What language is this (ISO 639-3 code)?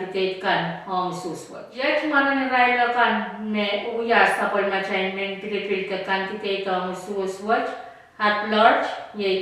pon